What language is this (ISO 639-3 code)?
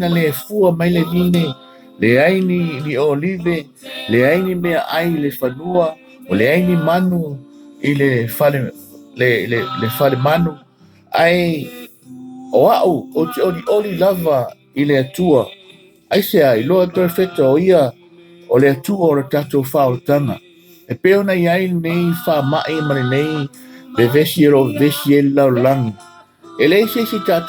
smo